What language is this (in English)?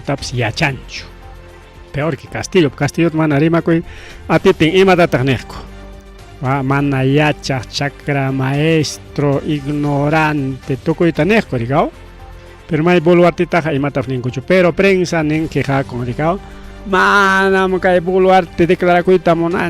Ayacucho Quechua